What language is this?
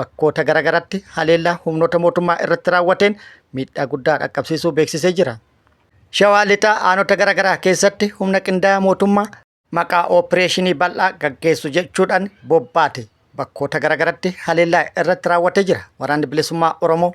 Oromo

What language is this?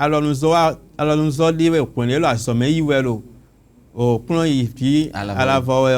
Fon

